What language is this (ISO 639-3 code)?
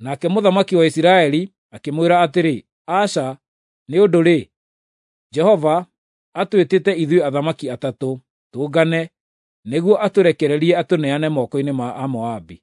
kik